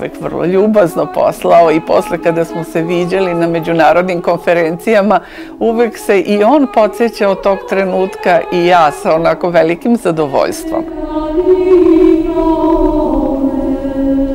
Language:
Serbian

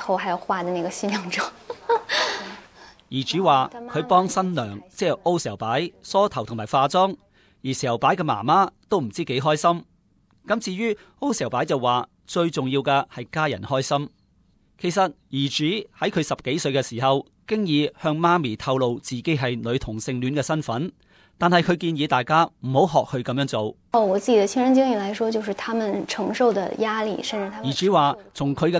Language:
Cantonese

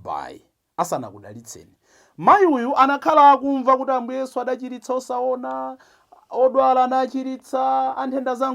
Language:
Nyanja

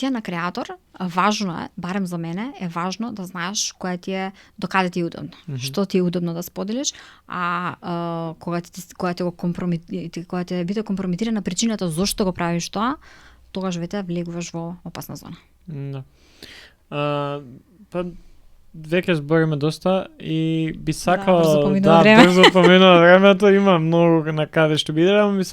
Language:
Macedonian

